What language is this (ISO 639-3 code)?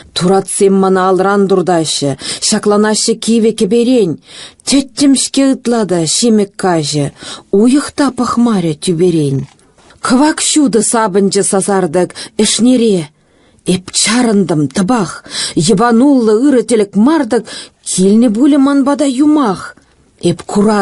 chv